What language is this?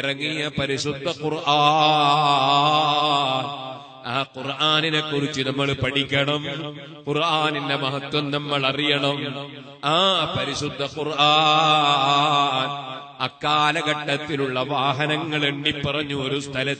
Malayalam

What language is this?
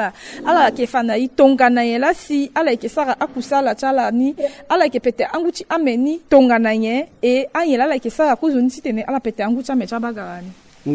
Sango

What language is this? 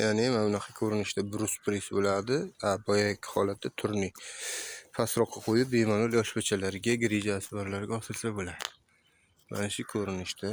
Uzbek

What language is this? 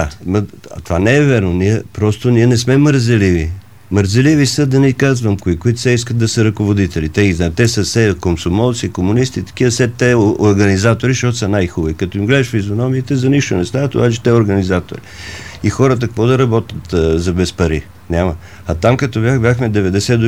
Bulgarian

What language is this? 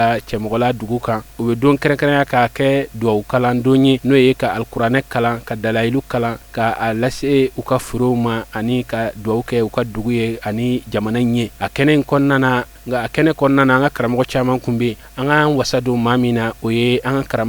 Bambara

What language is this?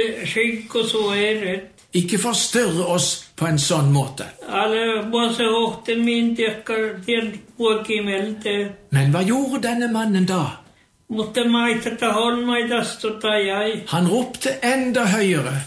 Norwegian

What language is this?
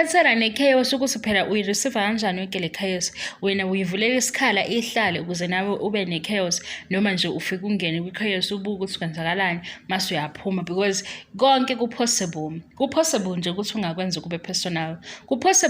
Zulu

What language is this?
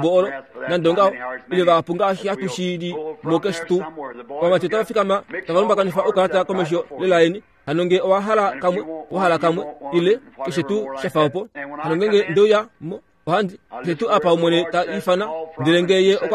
Kuanyama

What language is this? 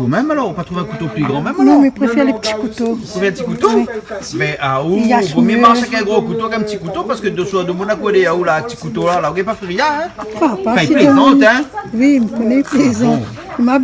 Réunion Creole French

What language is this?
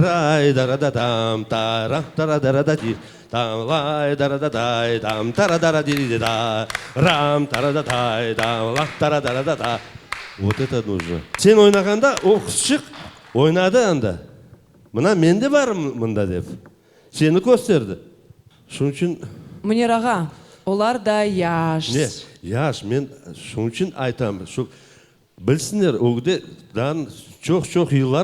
Crimean Tatar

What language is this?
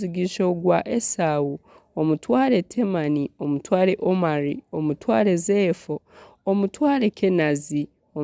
Nyankole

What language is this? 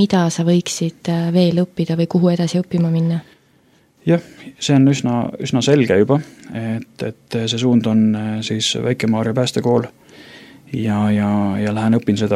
Estonian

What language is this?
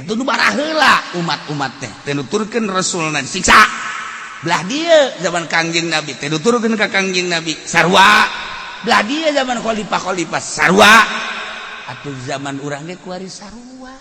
Sundanese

